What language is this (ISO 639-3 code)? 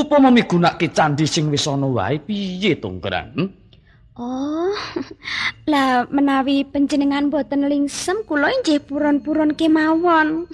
jav